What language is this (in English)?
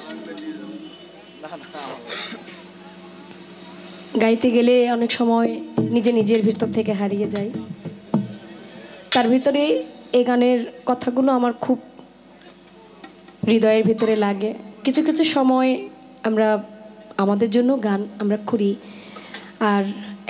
Bangla